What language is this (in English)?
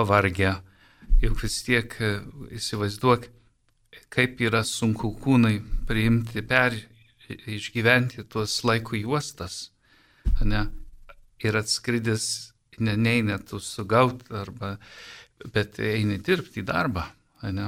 Lithuanian